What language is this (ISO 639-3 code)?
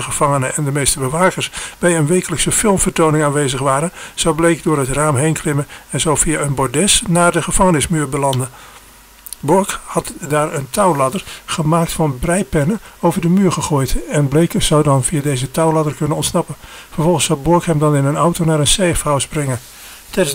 nld